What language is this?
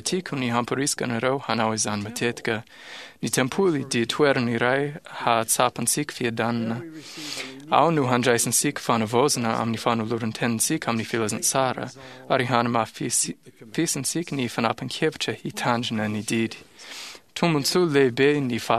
Malagasy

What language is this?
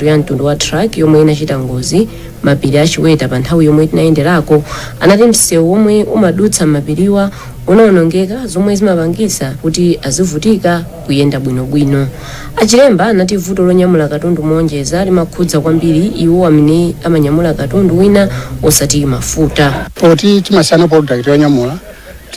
Nyanja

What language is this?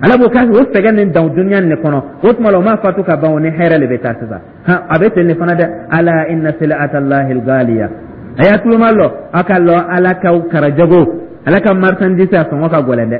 Dyula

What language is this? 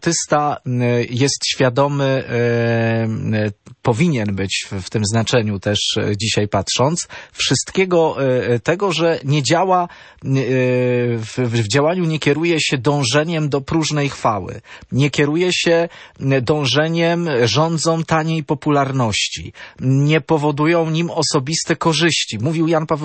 Polish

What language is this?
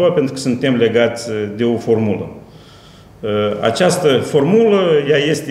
Romanian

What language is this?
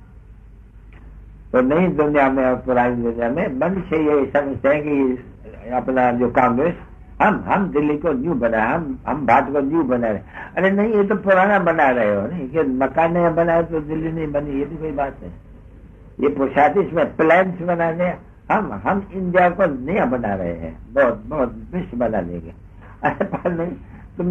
Hindi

